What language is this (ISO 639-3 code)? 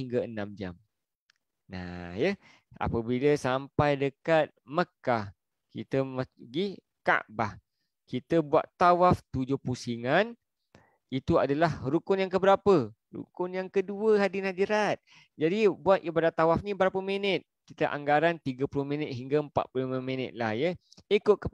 msa